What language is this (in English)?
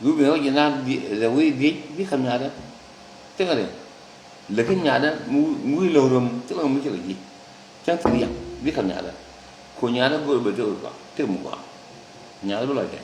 Nuer